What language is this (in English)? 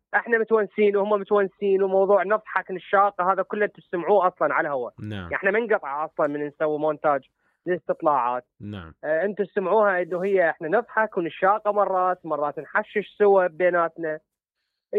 Mesopotamian Arabic